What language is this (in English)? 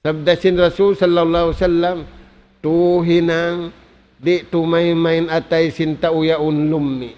Tausug